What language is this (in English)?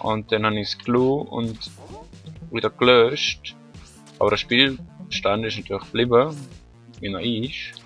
Swiss German